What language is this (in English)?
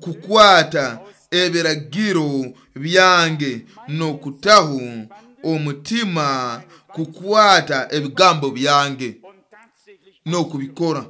Nyoro